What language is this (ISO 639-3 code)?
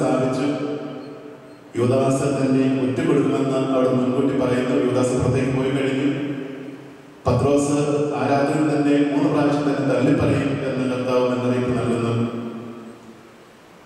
mal